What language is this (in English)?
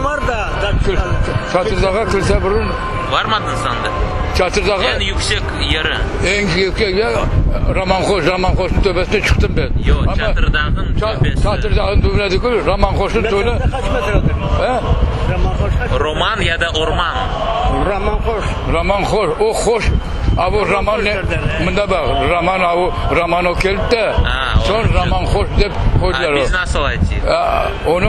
Crimean Tatar